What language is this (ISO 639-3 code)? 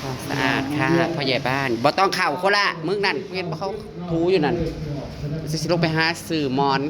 tts